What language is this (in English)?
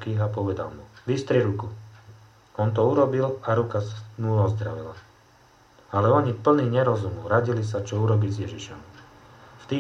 Slovak